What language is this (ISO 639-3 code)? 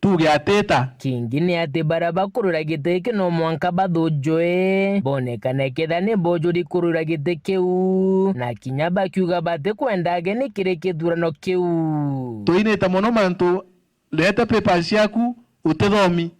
mer